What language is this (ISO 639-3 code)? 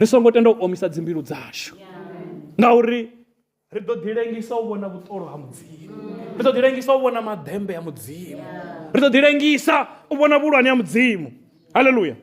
ven